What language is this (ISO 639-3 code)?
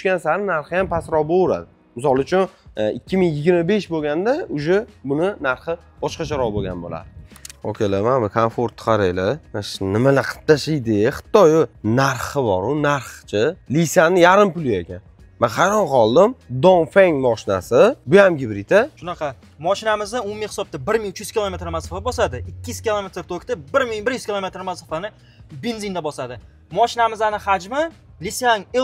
uzb